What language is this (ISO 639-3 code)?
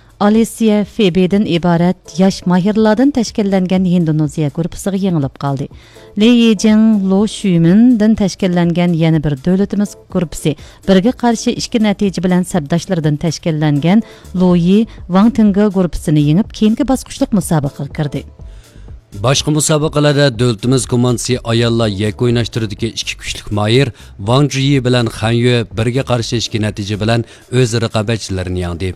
uig